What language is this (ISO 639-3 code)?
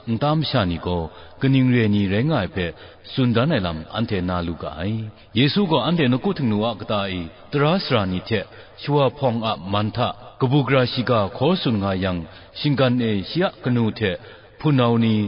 kac